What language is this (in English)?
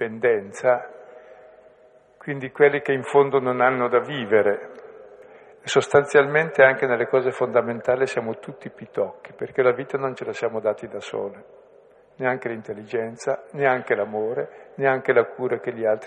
Italian